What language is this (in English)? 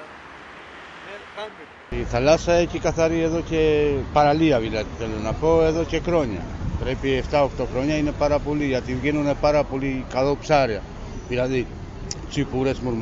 Greek